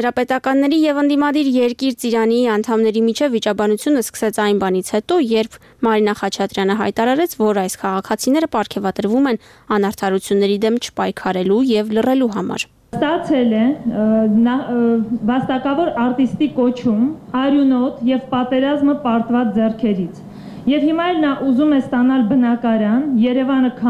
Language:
Armenian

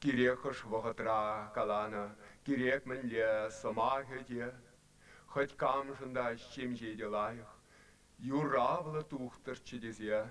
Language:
Chuvash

